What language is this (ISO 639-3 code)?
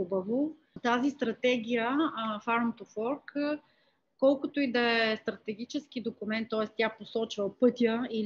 bul